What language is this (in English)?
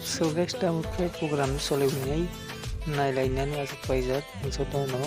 Kok Borok